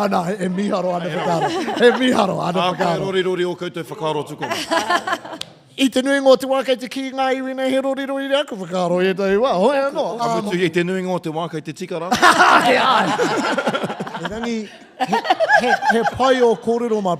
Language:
Māori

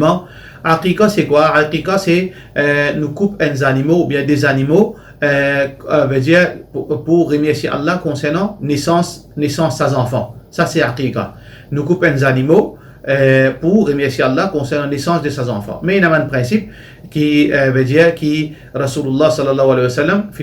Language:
Morisyen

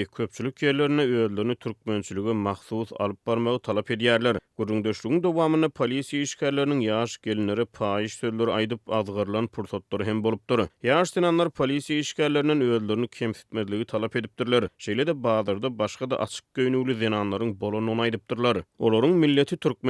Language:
Turkmen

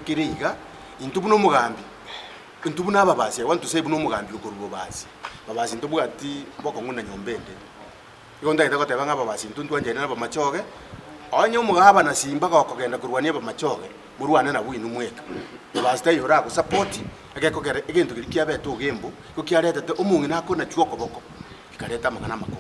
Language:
Gusii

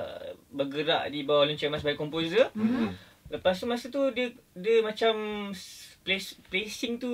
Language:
Malay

